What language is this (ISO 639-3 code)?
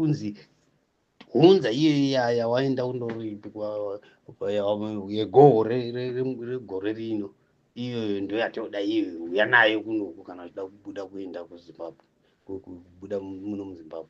sna